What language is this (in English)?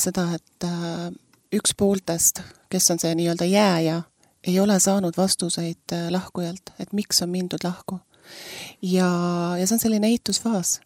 Estonian